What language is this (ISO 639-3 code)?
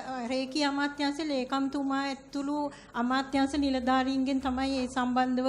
sin